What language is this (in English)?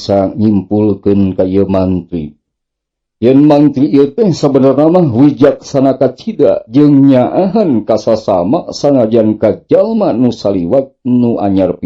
Sundanese